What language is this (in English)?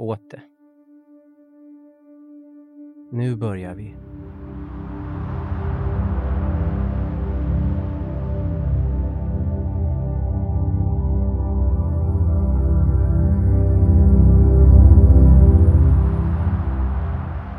Swedish